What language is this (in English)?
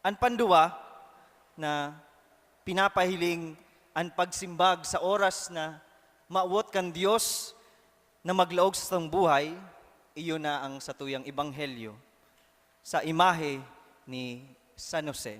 Bikol